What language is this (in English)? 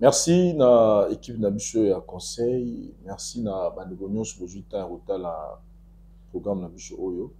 Lingala